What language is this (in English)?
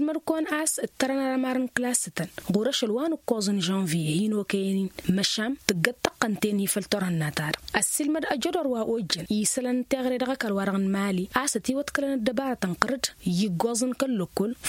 Tamasheq